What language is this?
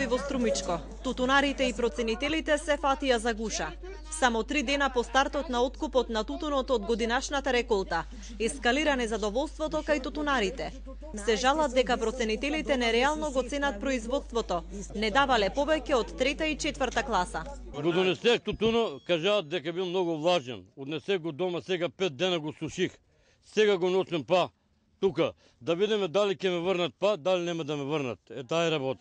Macedonian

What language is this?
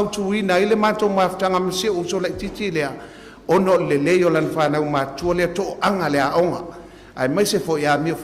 Samoan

